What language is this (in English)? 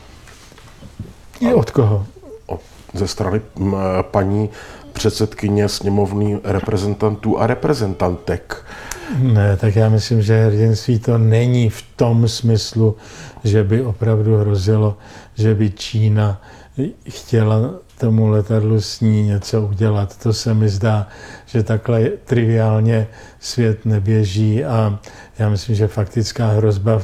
Czech